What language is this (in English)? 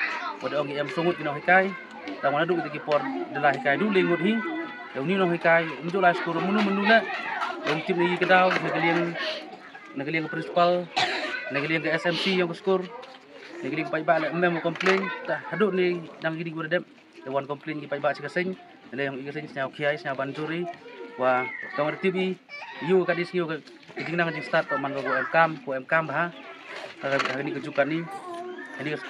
Khasi